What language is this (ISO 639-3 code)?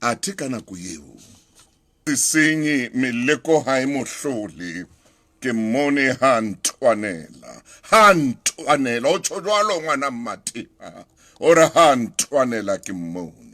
sot